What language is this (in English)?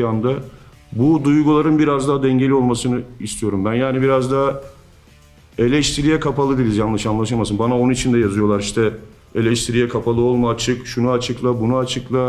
Turkish